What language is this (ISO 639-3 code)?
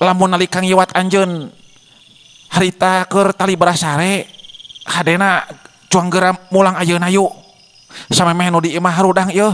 sun